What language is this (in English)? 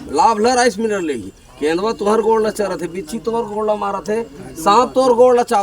Chhattisgarhi